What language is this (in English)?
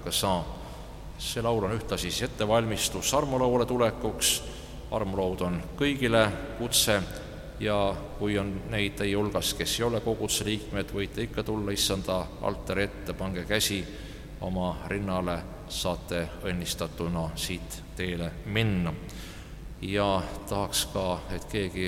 Estonian